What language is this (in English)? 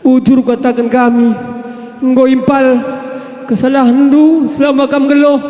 Batak Karo